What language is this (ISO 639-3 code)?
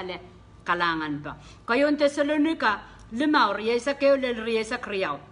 pon